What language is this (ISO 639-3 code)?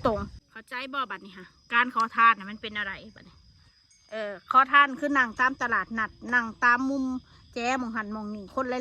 tts